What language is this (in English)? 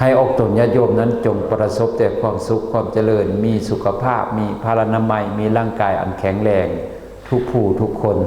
Lao